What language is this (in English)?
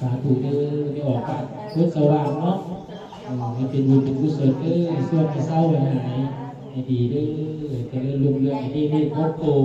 Northeastern Thai